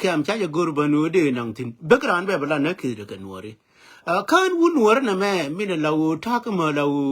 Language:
Nuer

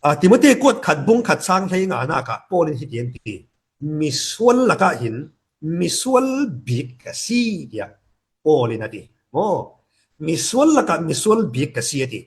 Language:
Falam Chin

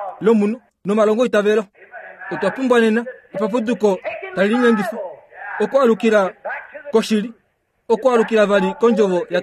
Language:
Kuanyama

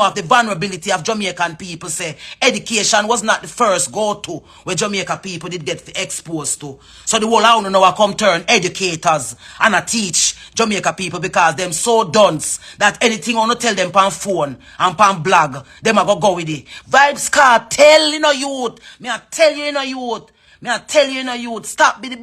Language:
Jamaican Creole English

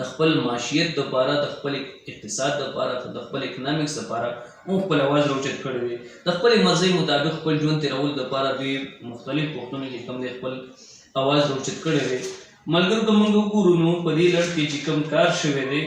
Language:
Pashto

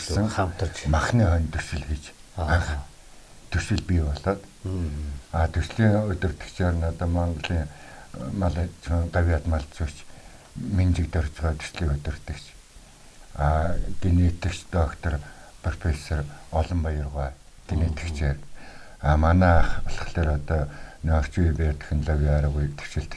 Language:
Mongolian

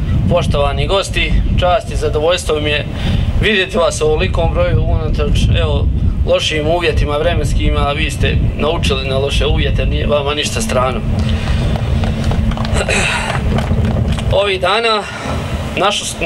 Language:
Croatian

